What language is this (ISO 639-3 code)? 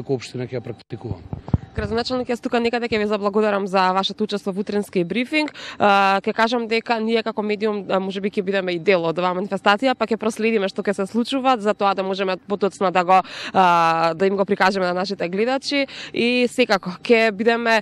mkd